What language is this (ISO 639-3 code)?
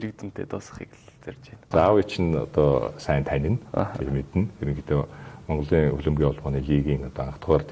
mon